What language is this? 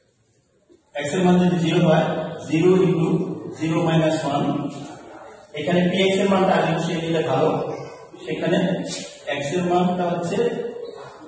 Bangla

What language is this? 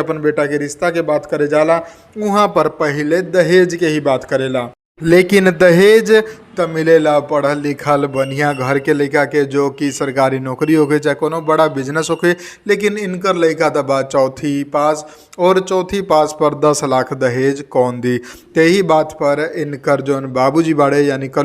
Bhojpuri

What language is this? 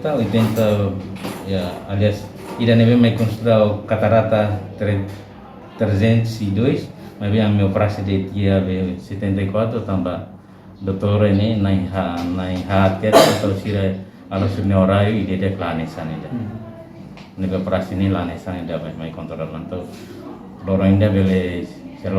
Tetum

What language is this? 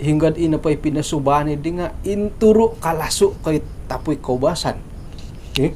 Central Dusun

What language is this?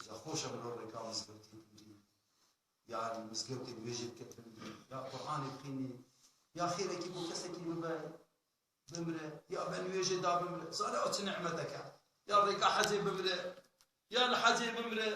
Kurdish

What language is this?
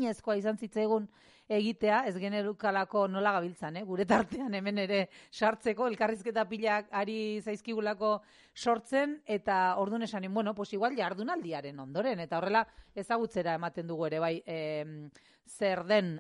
Basque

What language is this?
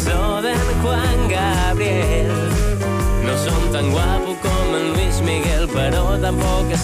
Catalan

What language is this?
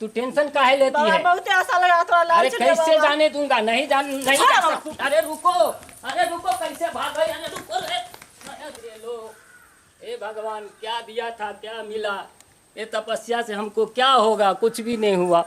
Maithili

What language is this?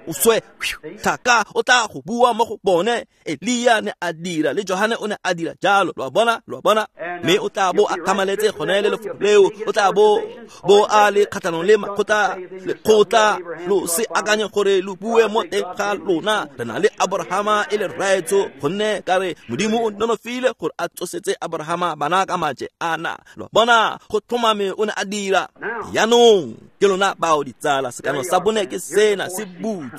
Tswana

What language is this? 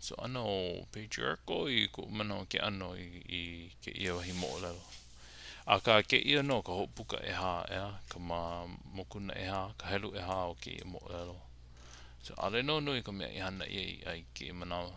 Hawaiian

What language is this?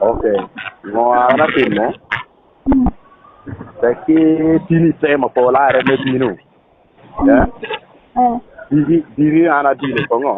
Lango (Uganda)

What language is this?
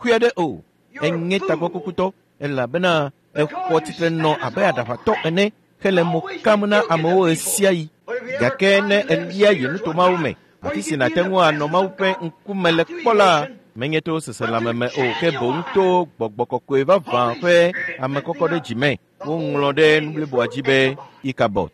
Ewe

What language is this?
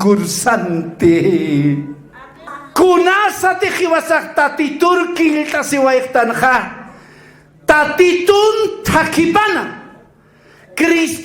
Aymara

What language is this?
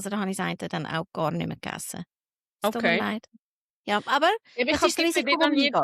Swiss German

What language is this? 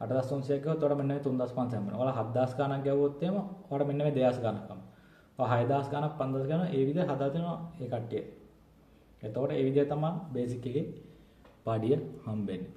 Sinhala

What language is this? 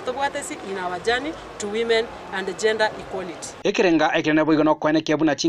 Gusii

